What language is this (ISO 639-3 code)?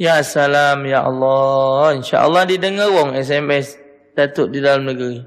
mui